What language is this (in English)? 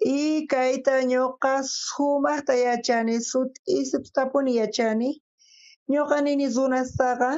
South Bolivian Quechua